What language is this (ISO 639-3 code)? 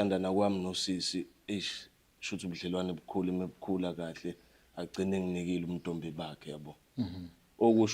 zul